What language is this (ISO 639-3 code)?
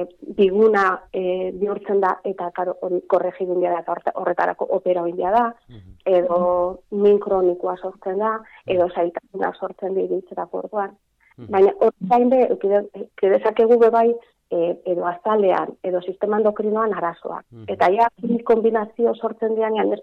eus